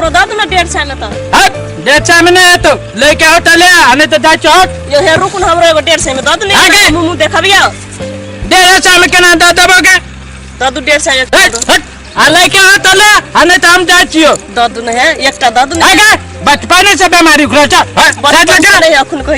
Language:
Maithili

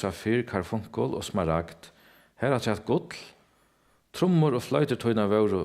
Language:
Faroese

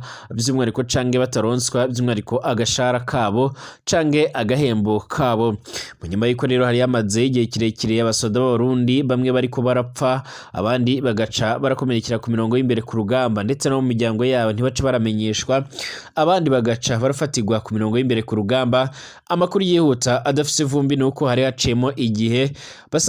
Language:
Rundi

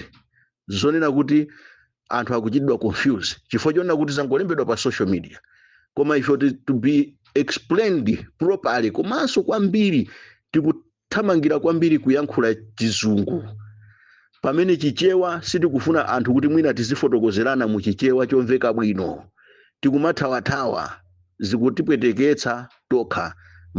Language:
Nyanja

